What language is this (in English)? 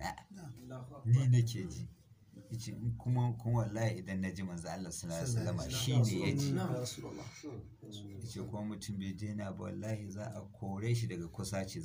Hausa